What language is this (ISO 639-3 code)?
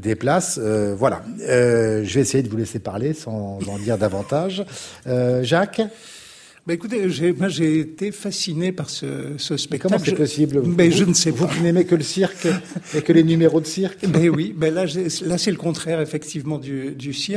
fra